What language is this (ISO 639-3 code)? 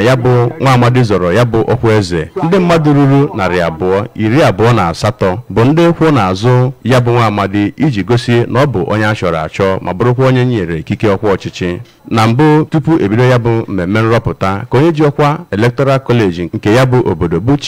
ibo